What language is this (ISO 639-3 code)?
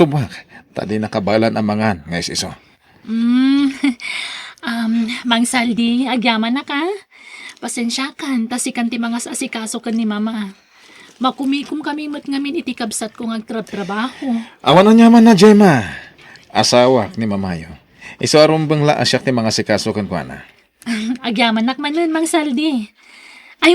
ilo